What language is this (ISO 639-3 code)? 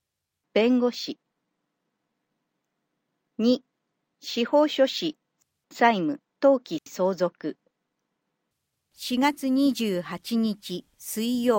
jpn